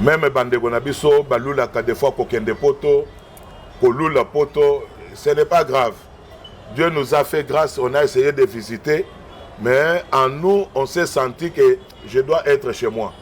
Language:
Lingala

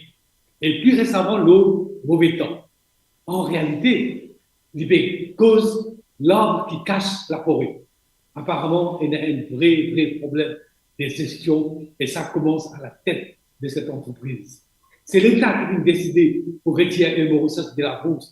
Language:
Morisyen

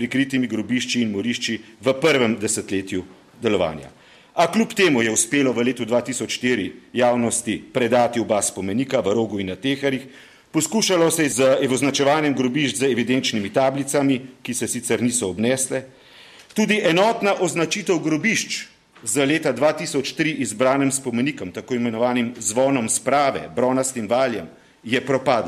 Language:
Slovenian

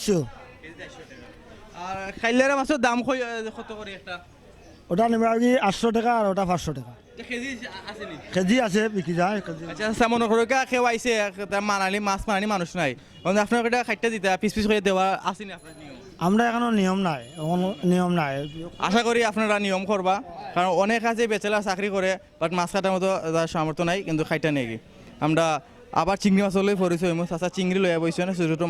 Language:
Sylheti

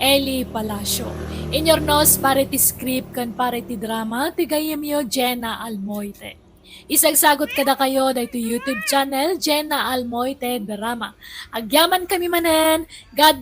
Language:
Iloko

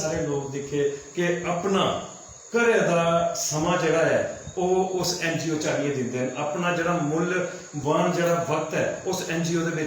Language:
Dogri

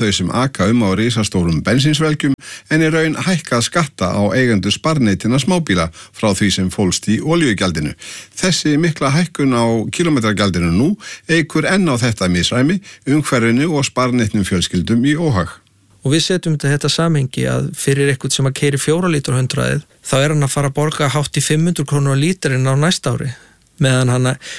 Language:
Icelandic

